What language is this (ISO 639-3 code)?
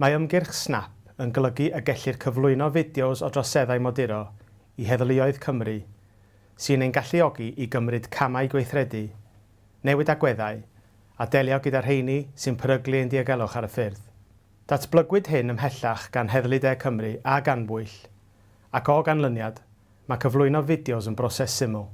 cym